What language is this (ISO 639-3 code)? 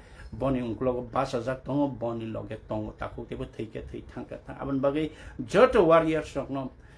trp